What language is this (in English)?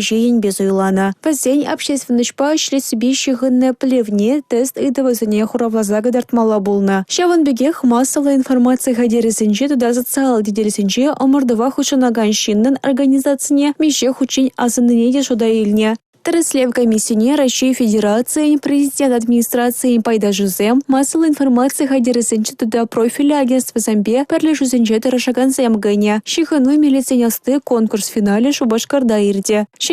Chuvash